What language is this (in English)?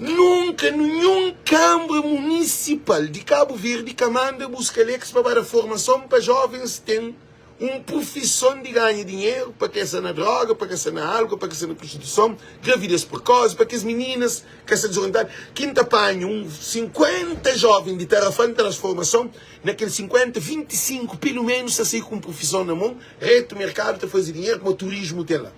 Kabuverdianu